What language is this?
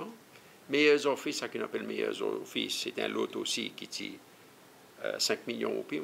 Seselwa Creole French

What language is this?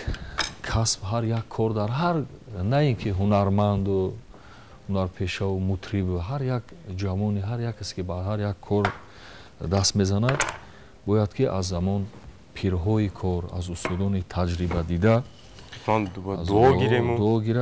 Tajik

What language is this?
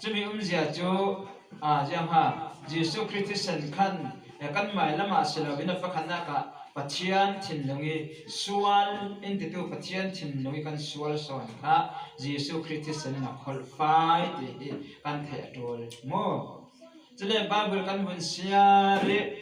Falam Chin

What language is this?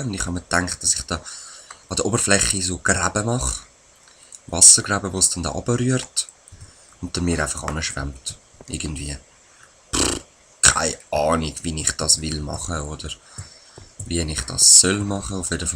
Swiss German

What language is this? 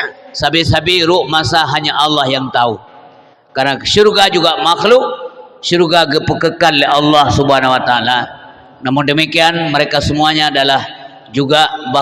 Achinese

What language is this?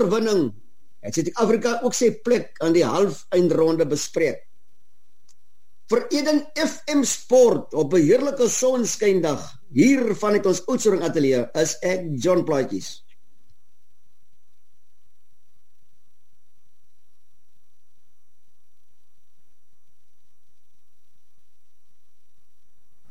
Afrikaans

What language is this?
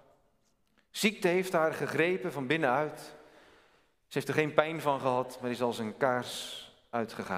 Dutch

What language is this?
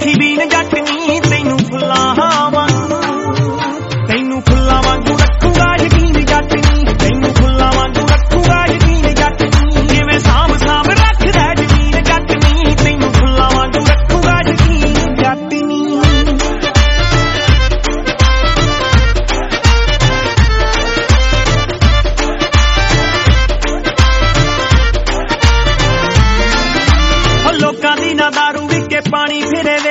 Punjabi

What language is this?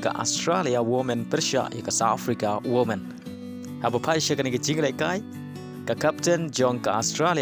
Khasi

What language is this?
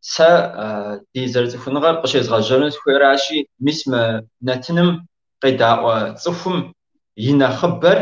Kabardian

